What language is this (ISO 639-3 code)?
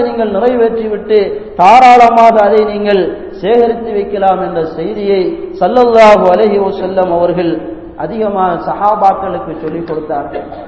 tam